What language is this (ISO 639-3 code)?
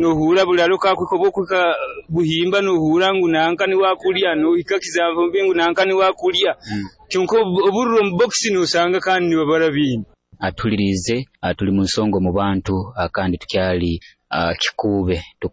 nyo